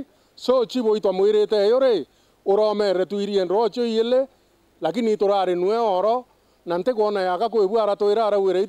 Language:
Meru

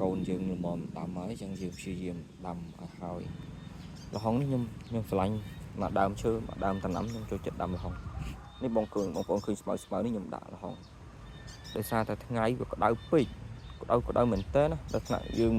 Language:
Khmer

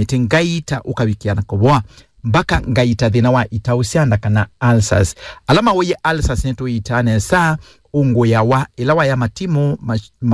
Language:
Kamba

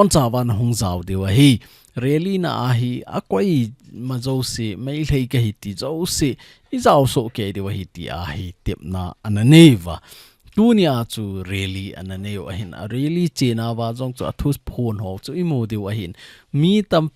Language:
Thado Chin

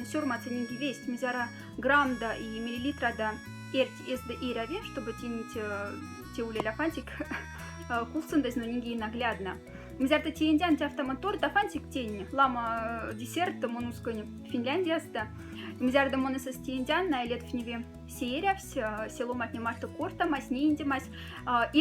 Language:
Moksha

